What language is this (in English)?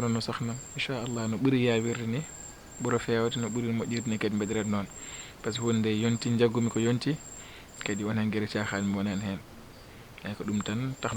Fula